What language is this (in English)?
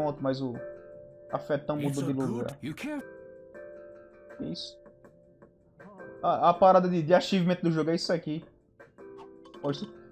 Portuguese